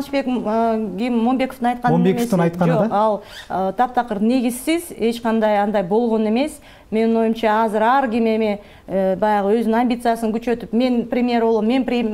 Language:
Kyrgyz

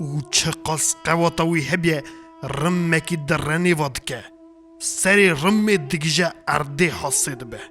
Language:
Kurdish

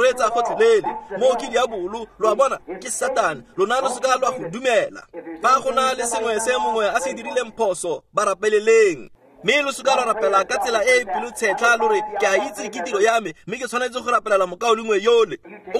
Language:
Tswana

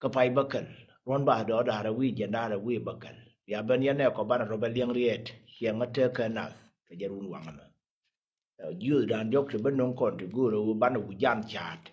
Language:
Nuer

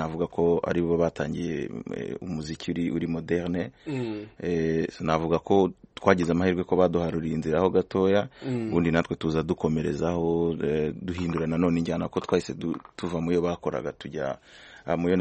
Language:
Kinyarwanda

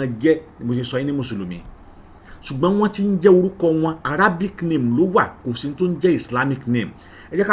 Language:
Yoruba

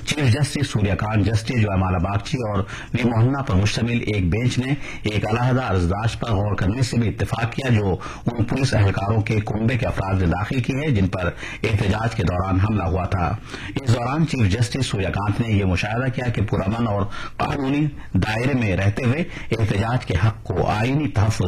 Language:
Urdu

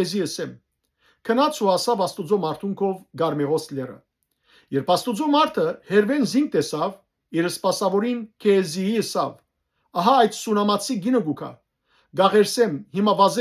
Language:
Western Armenian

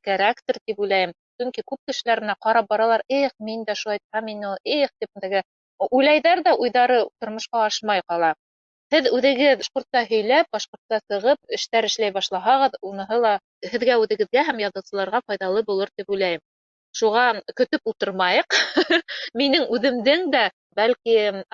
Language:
Bashkir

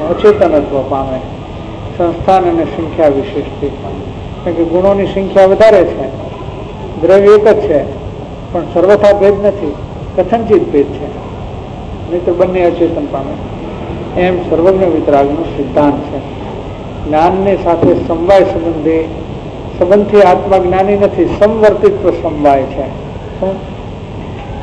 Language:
Gujarati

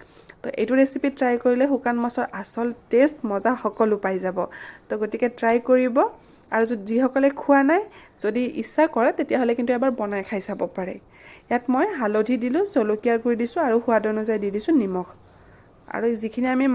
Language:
Assamese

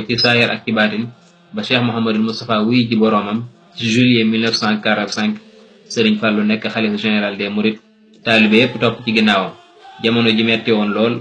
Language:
Wolof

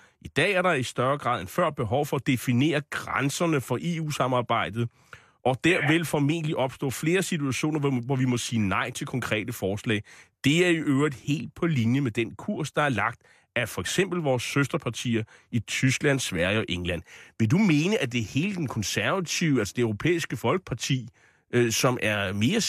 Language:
Danish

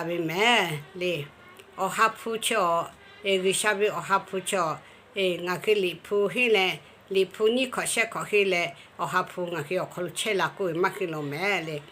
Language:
Lahu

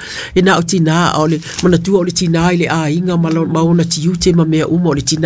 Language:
Samoan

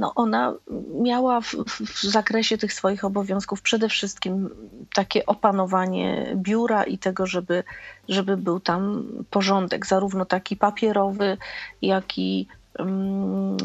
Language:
Polish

